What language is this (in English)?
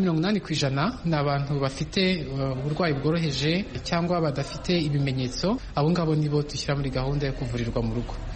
Kinyarwanda